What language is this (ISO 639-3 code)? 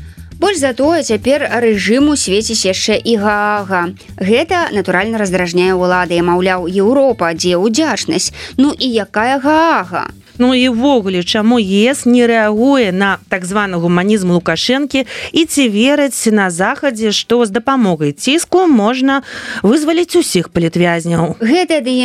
bel